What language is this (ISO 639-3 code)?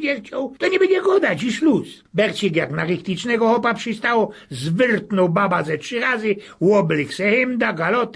szl